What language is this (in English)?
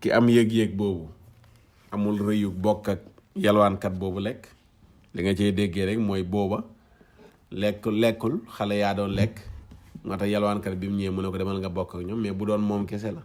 Wolof